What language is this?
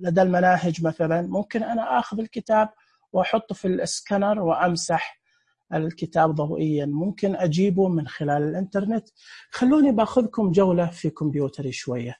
Najdi Arabic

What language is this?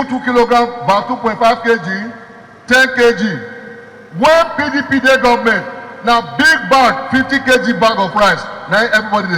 Nigerian Pidgin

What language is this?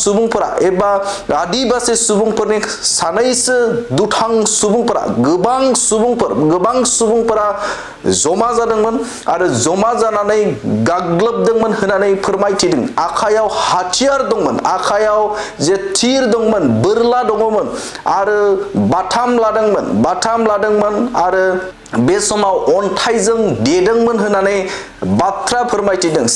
Bodo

